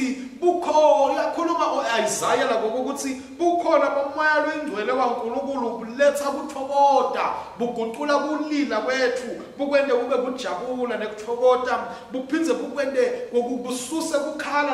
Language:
Swati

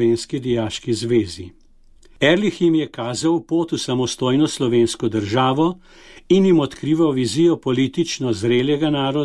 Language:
Slovenian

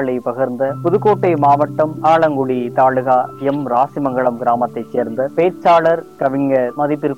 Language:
Tamil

